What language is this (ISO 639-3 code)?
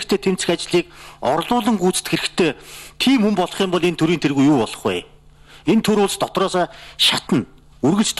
mon